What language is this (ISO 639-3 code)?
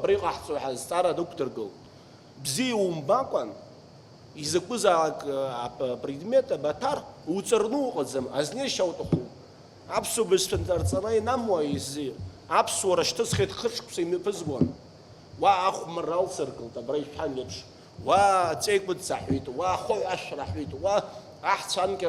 abk